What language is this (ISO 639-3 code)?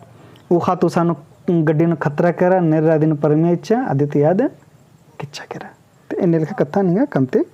kru